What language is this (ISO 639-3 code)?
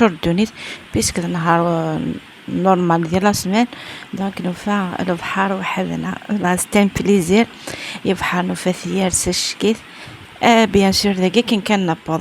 kab